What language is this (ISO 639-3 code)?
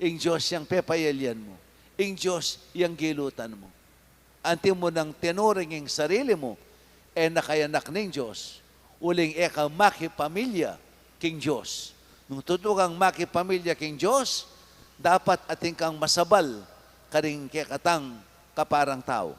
pam